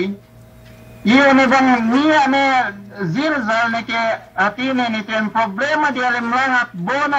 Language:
Yakan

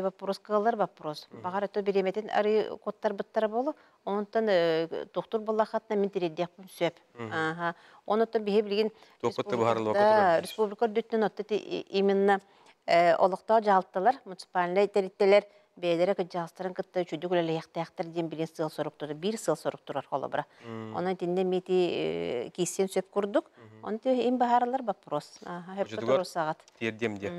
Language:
Yakut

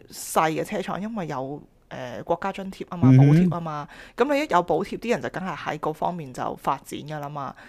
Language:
Cantonese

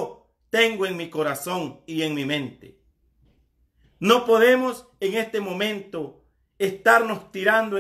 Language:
Spanish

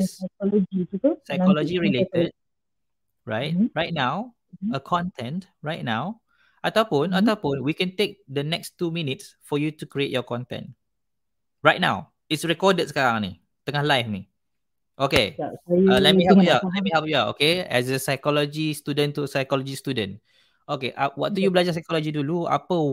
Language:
Malay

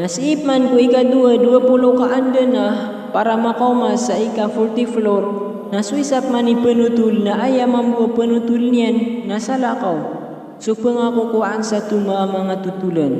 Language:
Maranao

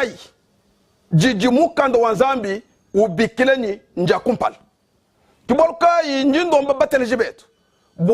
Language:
Luba-Lulua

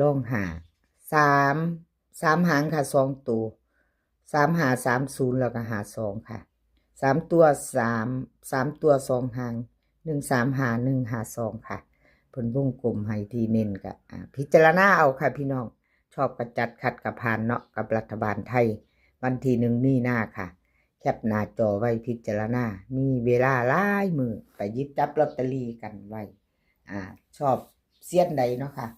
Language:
Northeastern Thai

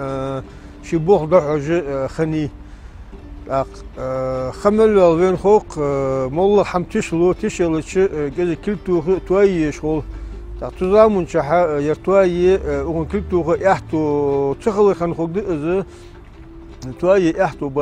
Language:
Ingush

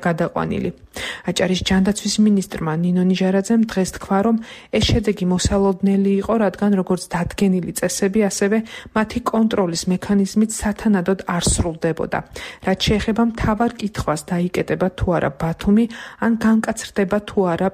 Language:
Georgian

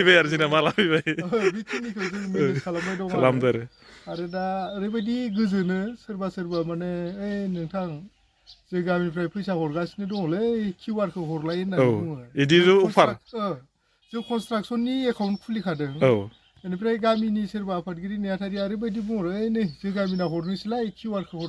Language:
Bodo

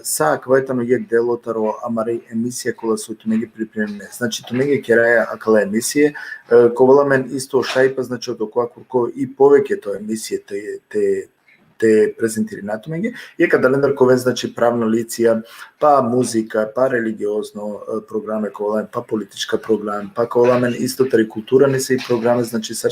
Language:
Balkan Romani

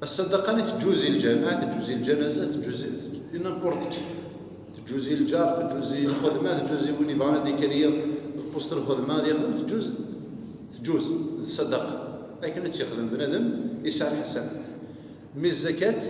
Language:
Kabyle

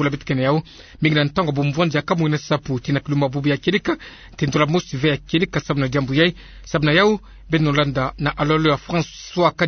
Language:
Kituba (Democratic Republic of Congo)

